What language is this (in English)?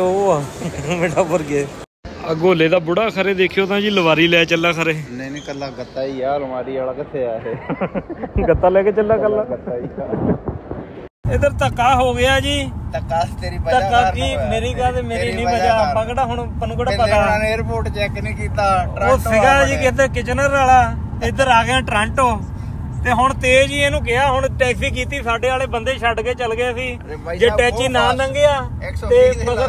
Punjabi